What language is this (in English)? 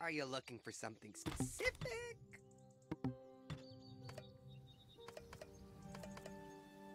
Korean